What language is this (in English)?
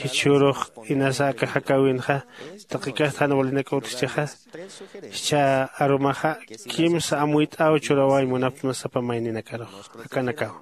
Aymara